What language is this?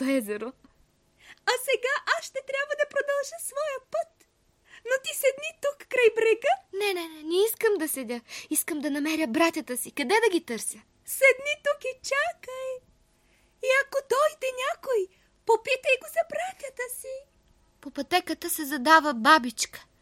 Bulgarian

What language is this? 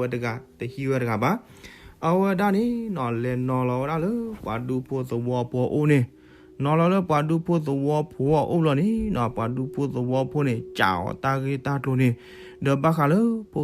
S'gaw Karen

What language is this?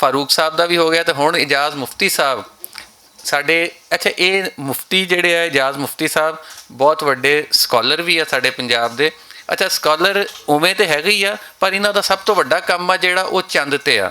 Western Panjabi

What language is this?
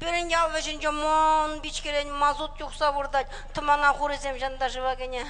Chuvash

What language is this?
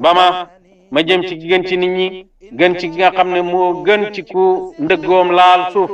Wolof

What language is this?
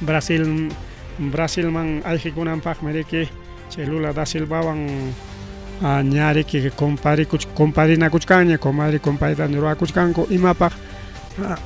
Ayacucho Quechua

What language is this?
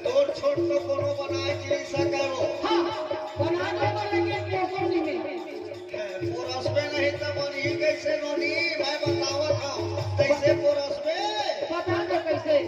Chhattisgarhi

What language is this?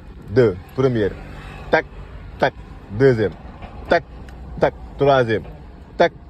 Wolof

